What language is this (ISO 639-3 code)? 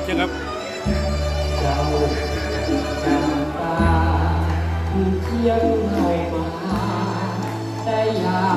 tha